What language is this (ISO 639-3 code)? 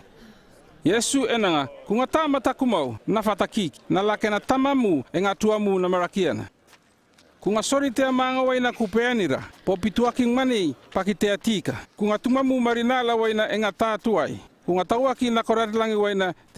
llp